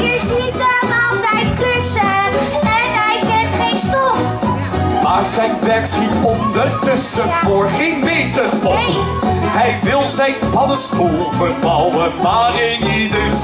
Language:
Dutch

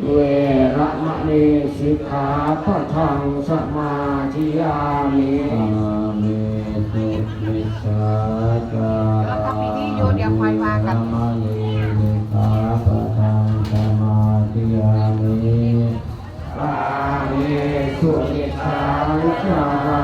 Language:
Pali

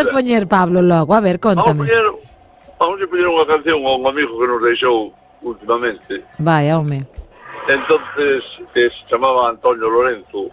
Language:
Galician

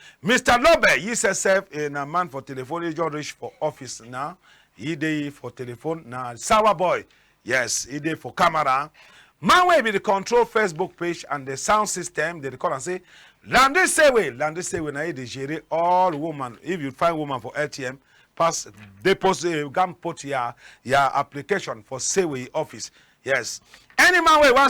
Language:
Cameroon Pidgin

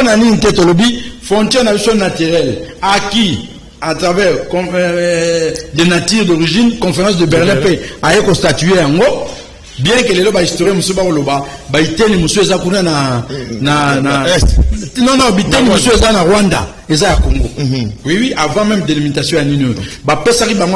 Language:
Lingala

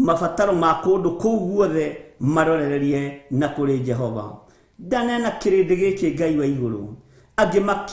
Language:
Kikuyu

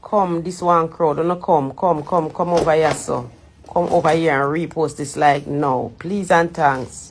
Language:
Jamaican Creole English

